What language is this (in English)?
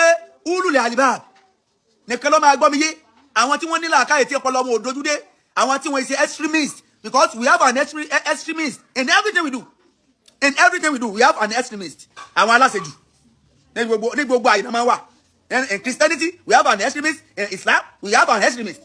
Yoruba